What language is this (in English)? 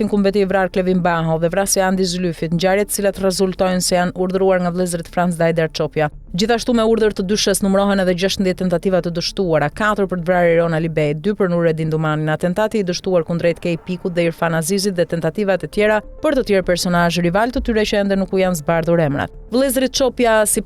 Albanian